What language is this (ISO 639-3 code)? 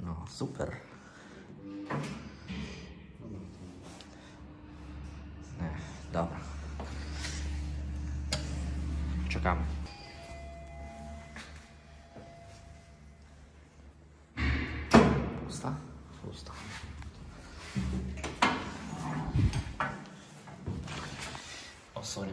pol